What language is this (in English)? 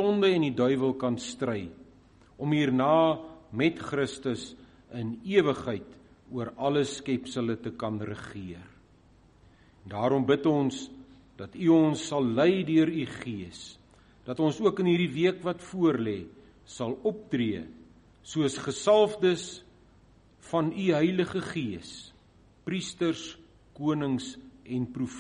Afrikaans